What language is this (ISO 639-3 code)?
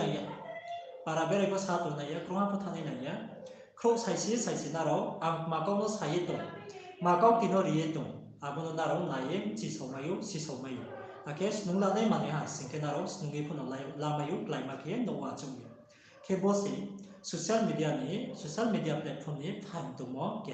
ria